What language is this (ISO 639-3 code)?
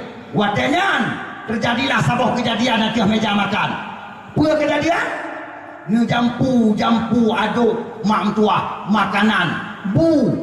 ace